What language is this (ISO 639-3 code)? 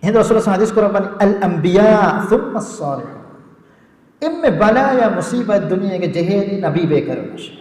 div